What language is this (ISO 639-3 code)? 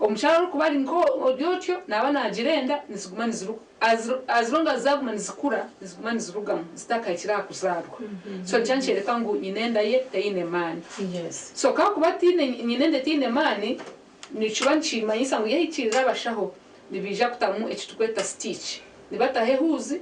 nyn